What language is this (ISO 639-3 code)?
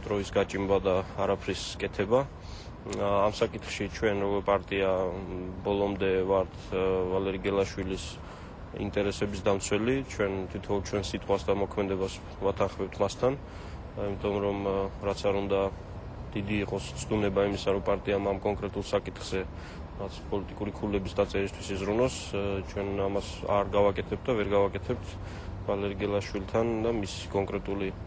kat